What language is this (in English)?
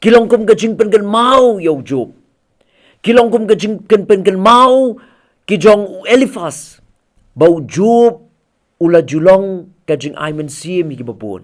Khasi